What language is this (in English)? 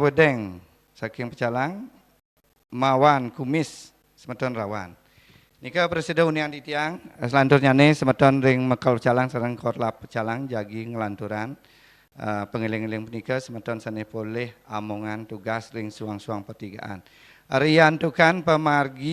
Balinese